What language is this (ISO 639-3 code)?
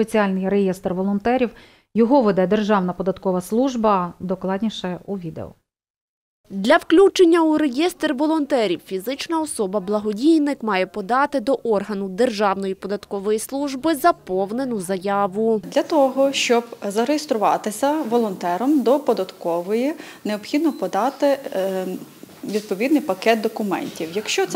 ukr